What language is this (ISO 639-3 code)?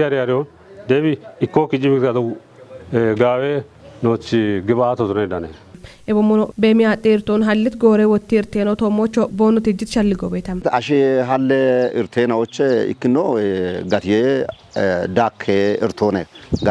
kbr